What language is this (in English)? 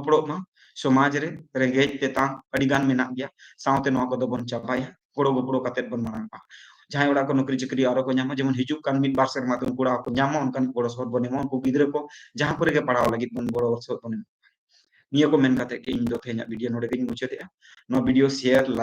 Santali